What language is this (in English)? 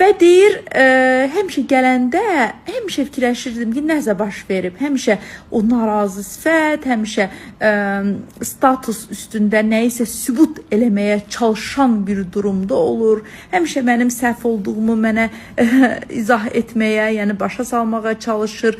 Azerbaijani